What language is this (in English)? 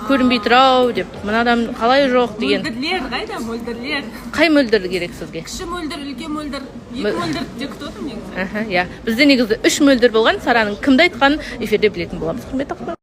Kazakh